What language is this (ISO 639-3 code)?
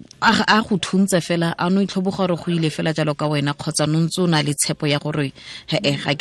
tsn